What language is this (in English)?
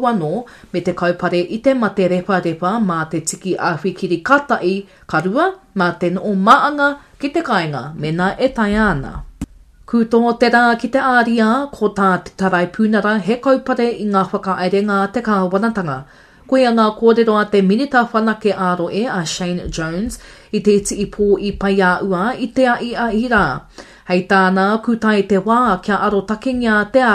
Māori